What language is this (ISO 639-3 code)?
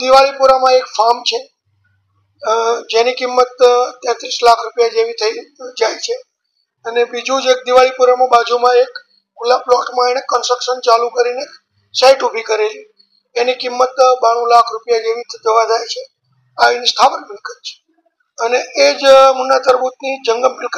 guj